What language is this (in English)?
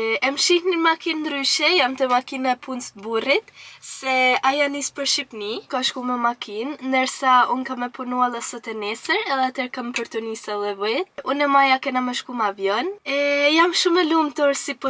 Albanian